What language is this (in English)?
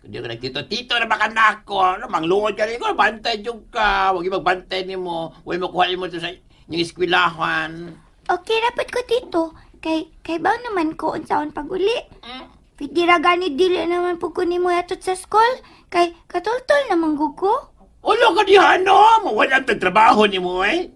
Cebuano